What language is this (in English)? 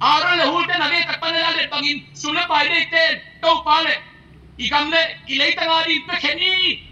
Tedim Chin